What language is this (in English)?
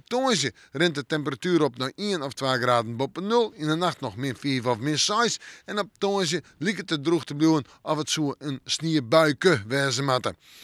Western Frisian